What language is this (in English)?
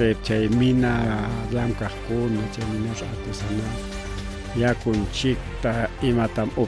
Ayacucho Quechua